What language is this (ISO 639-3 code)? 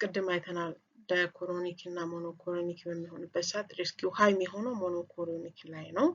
amh